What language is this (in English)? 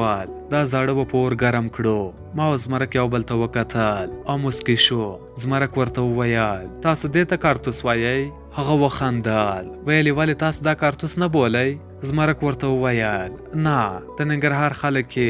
Pashto